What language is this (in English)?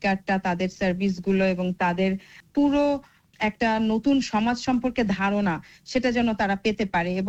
Bangla